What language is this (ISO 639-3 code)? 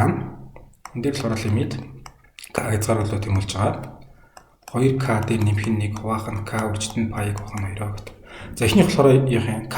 mon